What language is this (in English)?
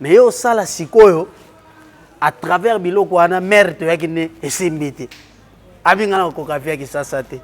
Lingala